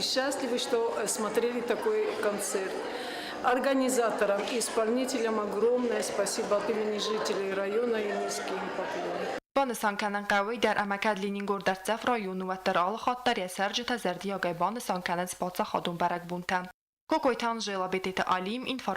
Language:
Ossetic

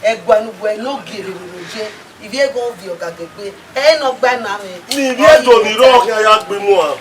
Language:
Bini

